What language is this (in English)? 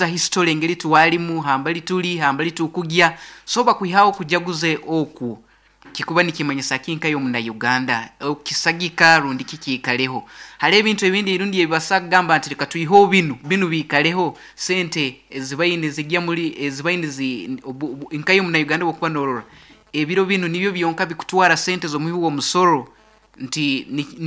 Nyankole